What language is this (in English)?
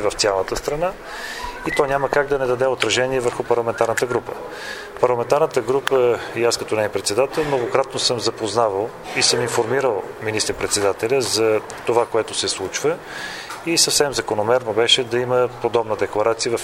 Bulgarian